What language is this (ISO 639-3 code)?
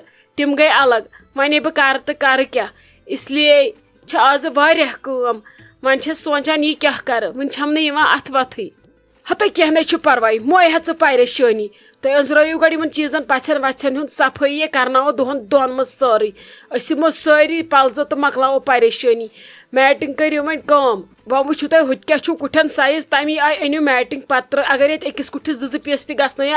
kas